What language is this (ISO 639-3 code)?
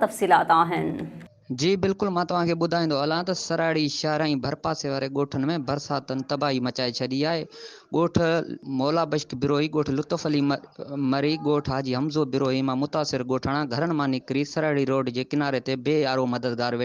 snd